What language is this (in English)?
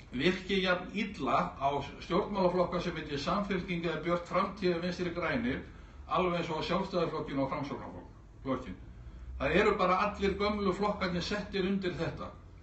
Icelandic